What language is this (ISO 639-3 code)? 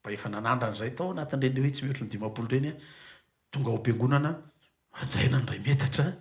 mlg